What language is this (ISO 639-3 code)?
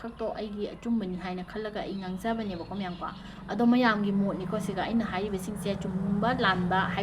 mni